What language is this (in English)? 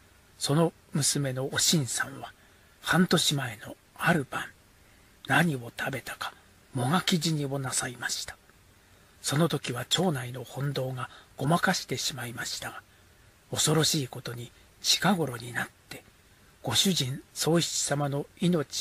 Japanese